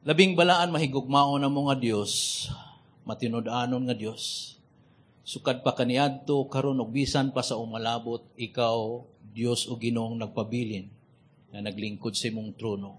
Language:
Cebuano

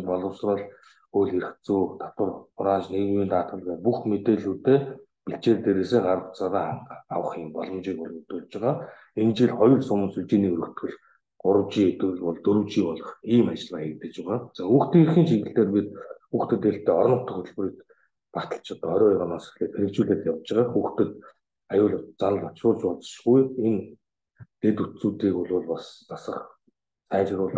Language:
Mongolian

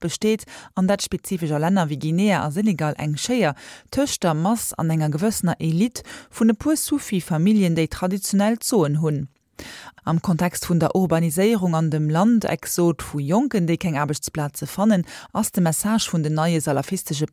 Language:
Luxembourgish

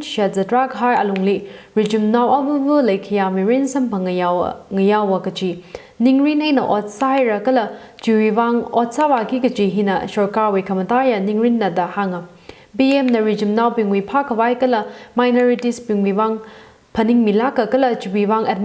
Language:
Tangkhul Naga (India)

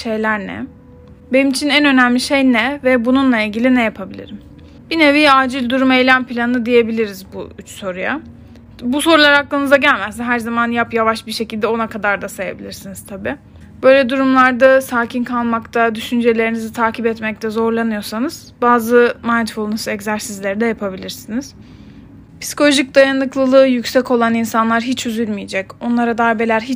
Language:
Turkish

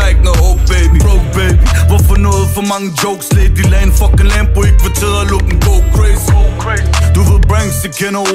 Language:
Danish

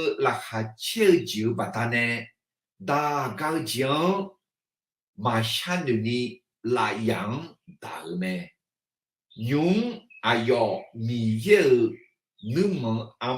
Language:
Akha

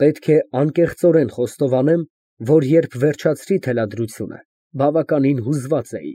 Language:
Armenian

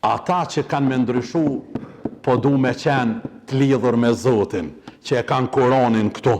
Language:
Albanian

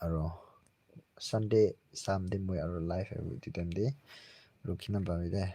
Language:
Naga Pidgin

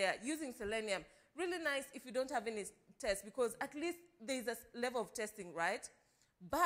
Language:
English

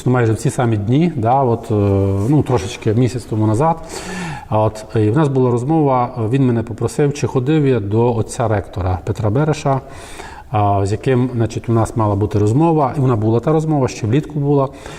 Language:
Rusyn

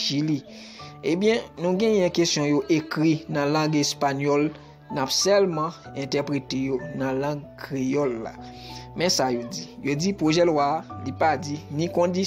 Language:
Haitian Creole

